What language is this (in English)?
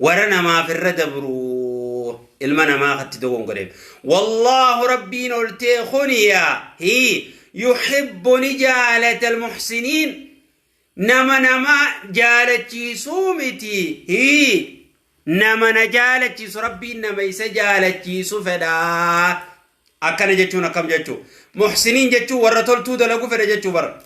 Oromo